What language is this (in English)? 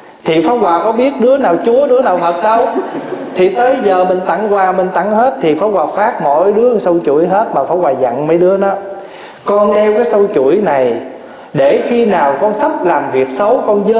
Vietnamese